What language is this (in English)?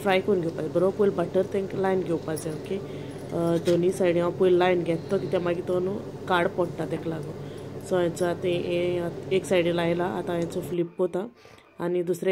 Konkani